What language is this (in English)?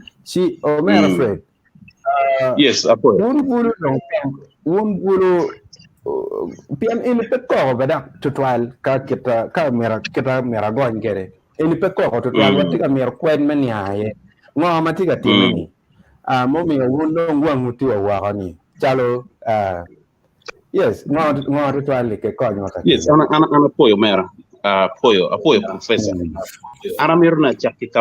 Acoli